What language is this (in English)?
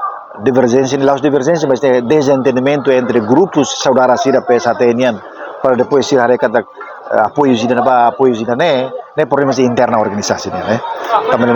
Tetum